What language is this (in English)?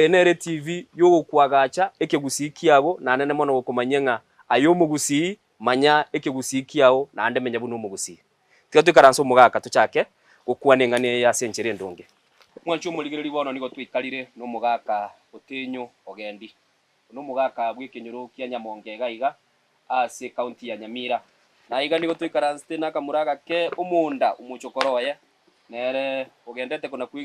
Gusii